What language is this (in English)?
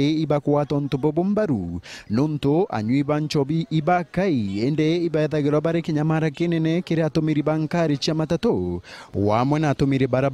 Meru